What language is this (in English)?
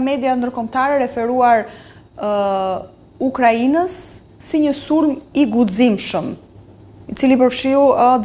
Albanian